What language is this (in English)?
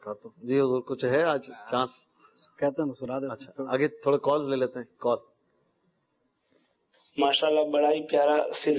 Urdu